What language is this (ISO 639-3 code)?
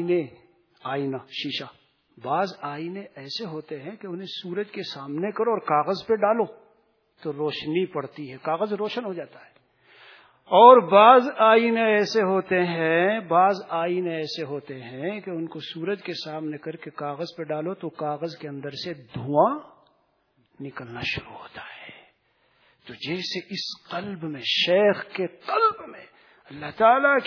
urd